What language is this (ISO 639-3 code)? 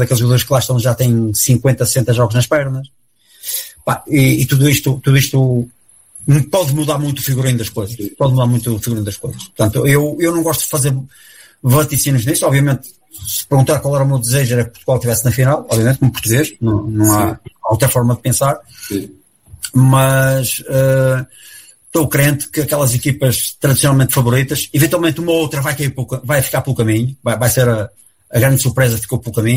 por